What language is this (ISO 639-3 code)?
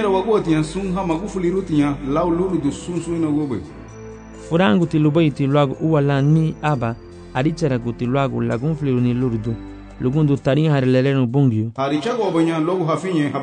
cab